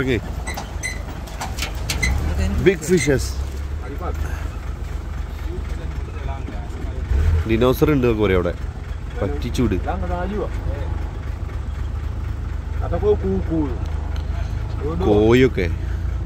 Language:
Malayalam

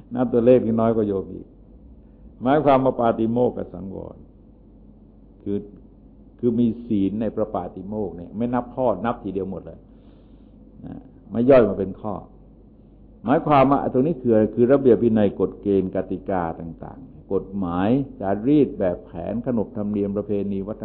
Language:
Thai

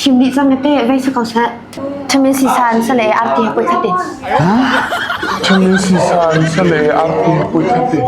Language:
Hakha Chin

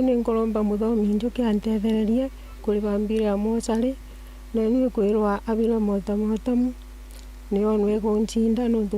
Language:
Meru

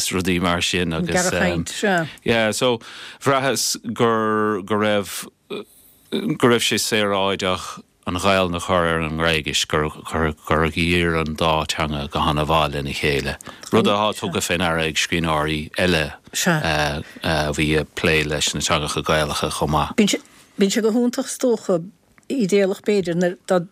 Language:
Irish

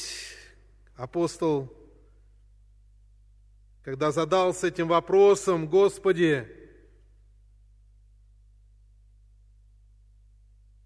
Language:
Russian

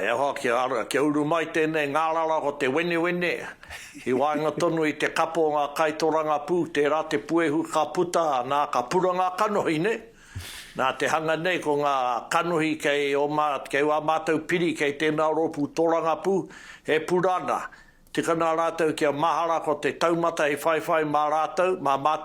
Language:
Māori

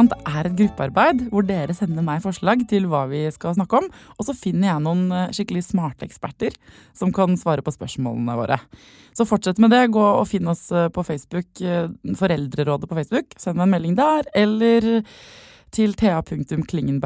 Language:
Norwegian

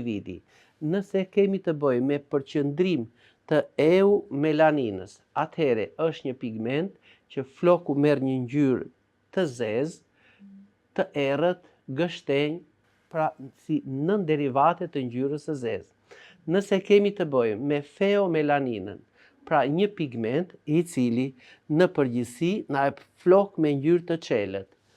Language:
Albanian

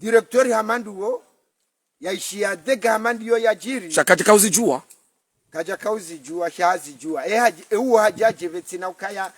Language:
Ngazidja Comorian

